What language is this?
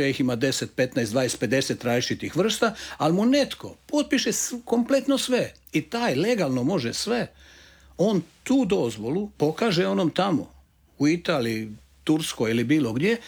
Croatian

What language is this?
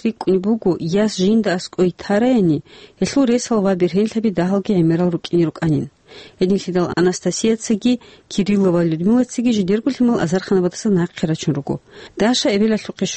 Avaric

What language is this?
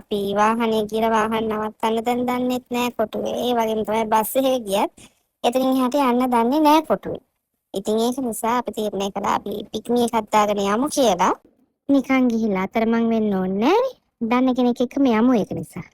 Sinhala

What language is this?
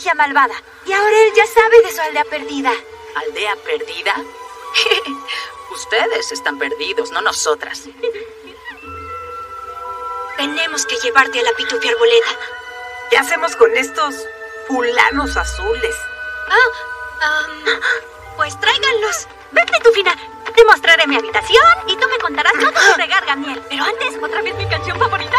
Spanish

